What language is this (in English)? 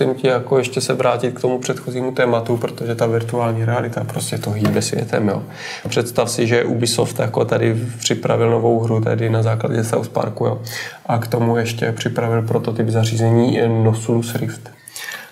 Czech